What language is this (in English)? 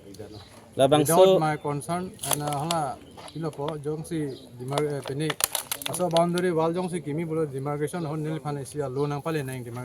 Karbi